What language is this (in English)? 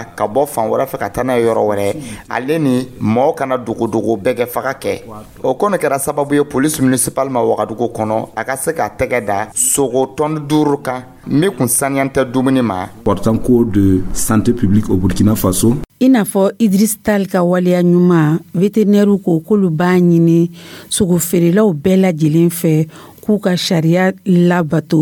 Dyula